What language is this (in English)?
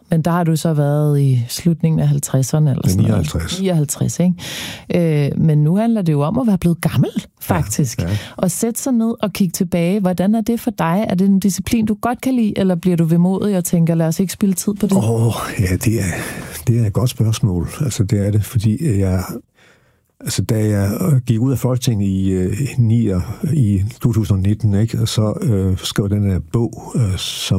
Danish